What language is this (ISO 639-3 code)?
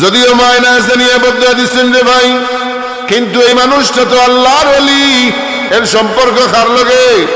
syl